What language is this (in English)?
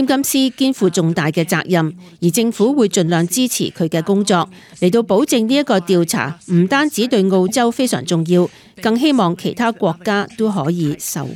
Cantonese